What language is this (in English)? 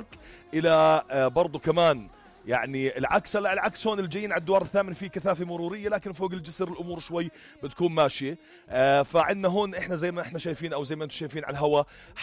North Levantine Arabic